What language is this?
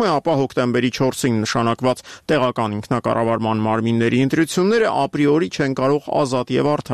Armenian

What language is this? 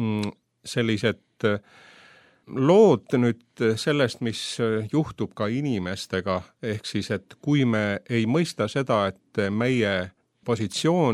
Estonian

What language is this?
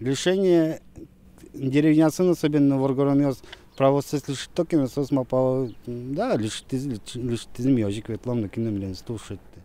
Udmurt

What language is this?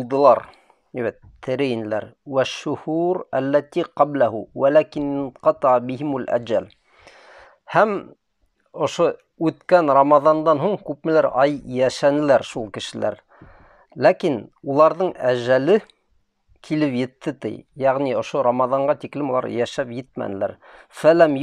Bashkir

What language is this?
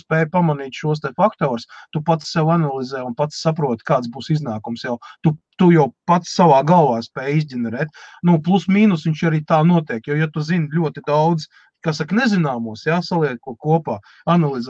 Latvian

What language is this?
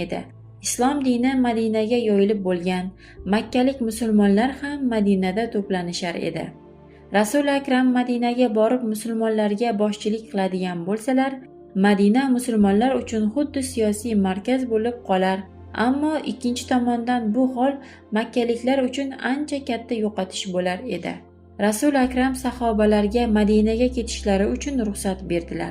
Uzbek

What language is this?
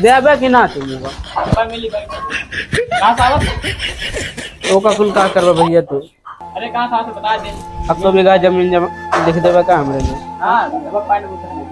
Awadhi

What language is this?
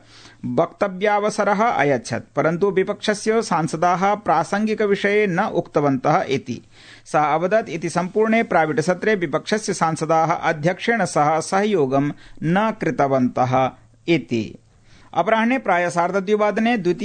Sanskrit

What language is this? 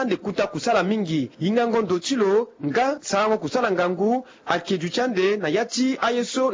Sango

